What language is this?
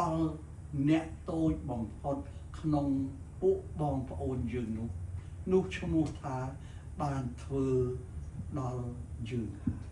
Khmer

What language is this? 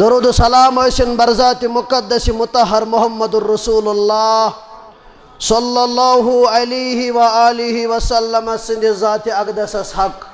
Kashmiri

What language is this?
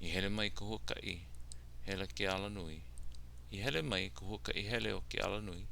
Hawaiian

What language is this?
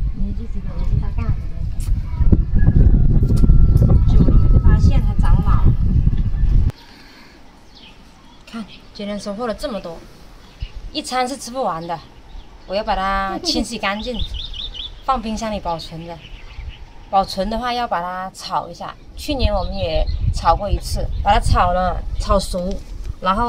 Chinese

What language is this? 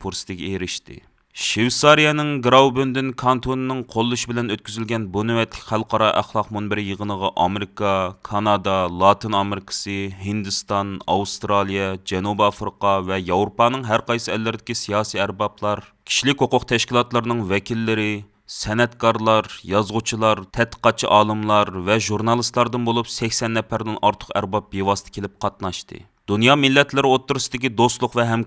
Uyghur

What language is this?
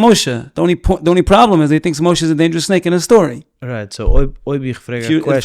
Yiddish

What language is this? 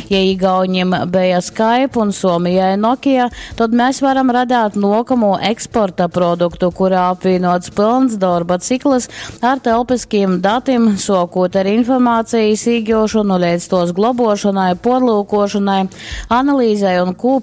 Latgalian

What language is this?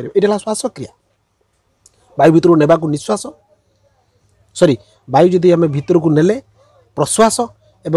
Odia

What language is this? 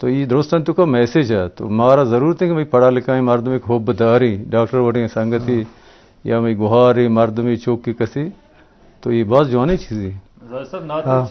Eastern Balochi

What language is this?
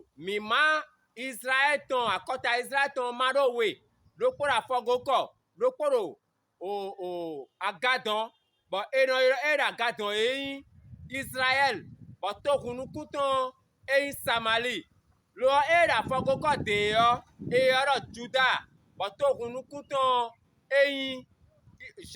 Fon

